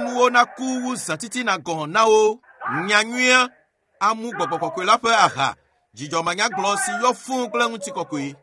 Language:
Ewe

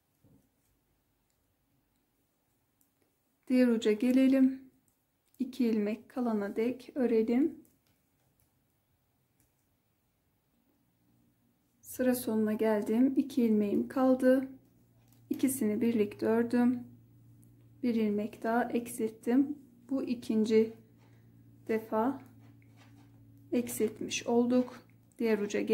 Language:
Turkish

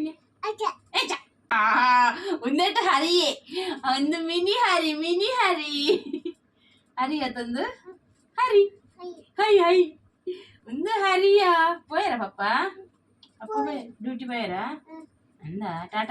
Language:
Tulu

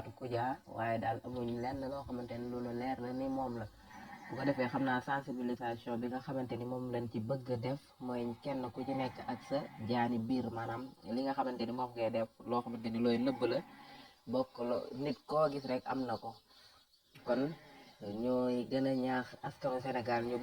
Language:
Wolof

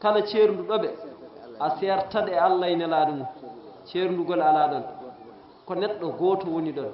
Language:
Fula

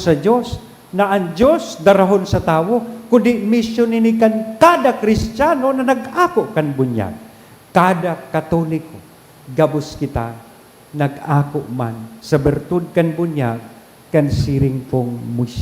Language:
Bikol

